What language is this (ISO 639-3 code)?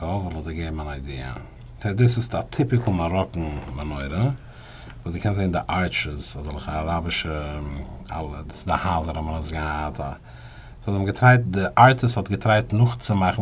yid